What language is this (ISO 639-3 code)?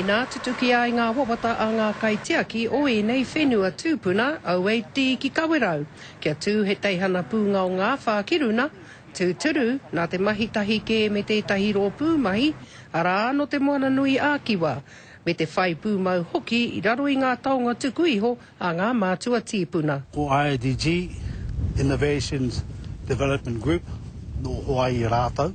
mri